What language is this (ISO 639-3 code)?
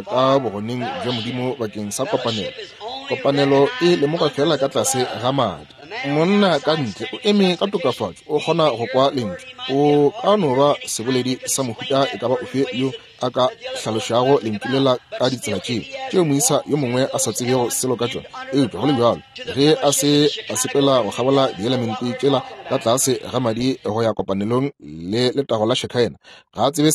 nso